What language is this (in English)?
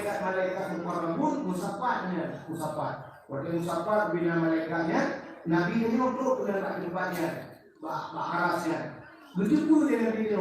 Achinese